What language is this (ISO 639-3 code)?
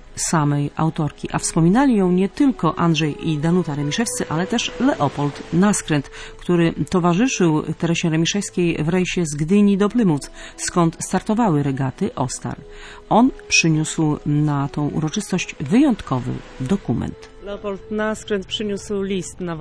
pol